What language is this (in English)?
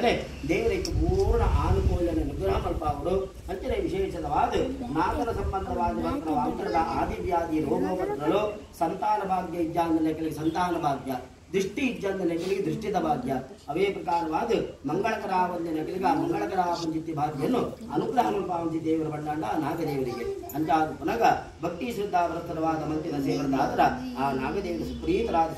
Tulu